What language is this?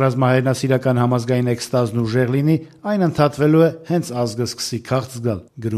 Armenian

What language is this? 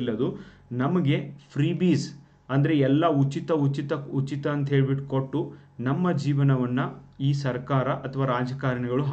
Kannada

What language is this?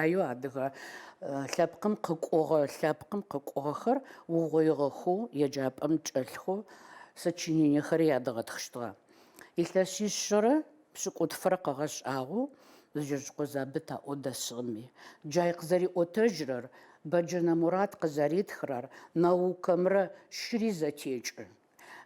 Adyghe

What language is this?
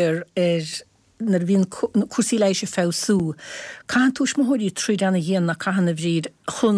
Irish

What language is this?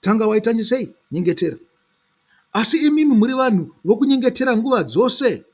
Shona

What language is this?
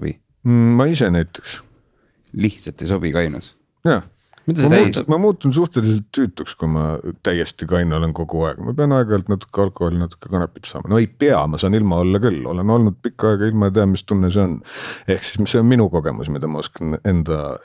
Estonian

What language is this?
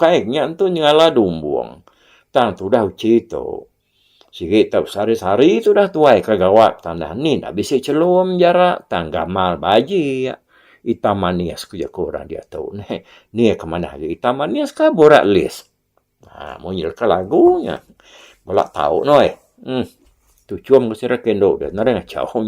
Iban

